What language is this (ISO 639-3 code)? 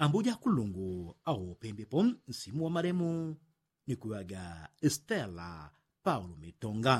yao